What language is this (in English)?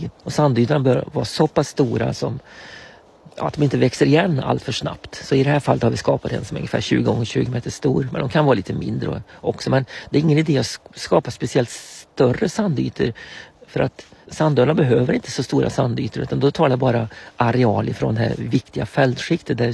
Swedish